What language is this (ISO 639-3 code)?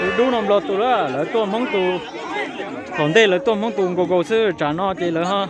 hmn